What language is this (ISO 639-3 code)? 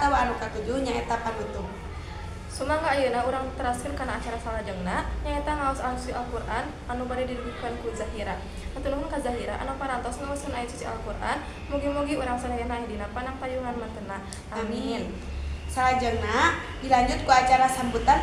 sun